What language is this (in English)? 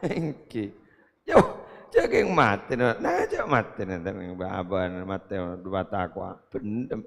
Madurese